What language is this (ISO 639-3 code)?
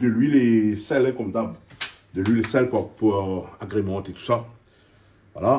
rcf